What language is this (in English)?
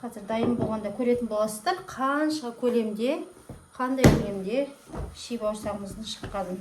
Kazakh